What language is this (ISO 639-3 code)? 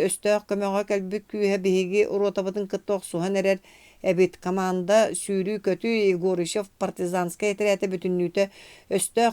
sah